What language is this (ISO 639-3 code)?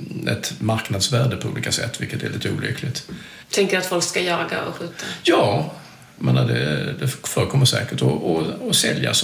swe